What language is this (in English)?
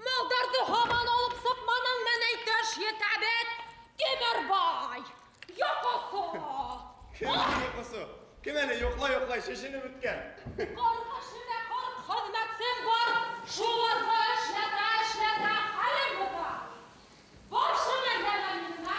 Bashkir